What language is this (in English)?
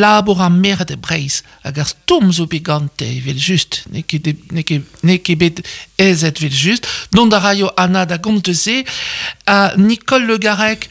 Breton